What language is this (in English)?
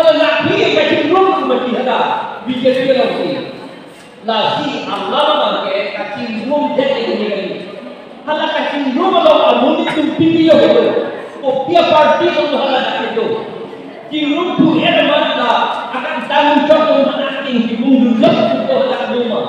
Karbi